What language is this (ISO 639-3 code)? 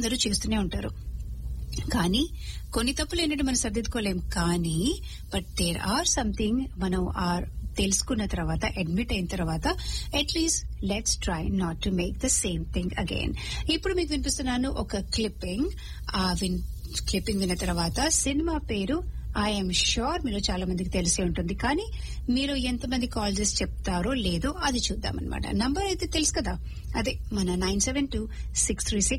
tel